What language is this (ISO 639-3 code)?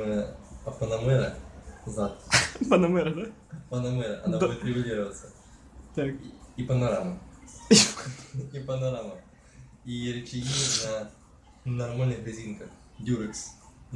rus